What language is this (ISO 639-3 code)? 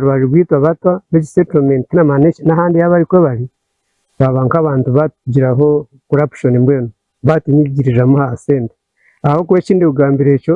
nyn